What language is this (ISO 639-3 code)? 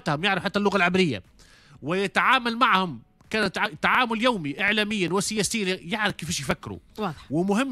aeb